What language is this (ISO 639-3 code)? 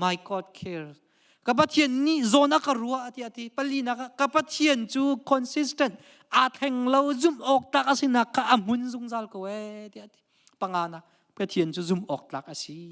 cnh